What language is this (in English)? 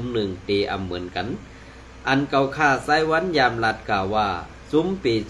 Shan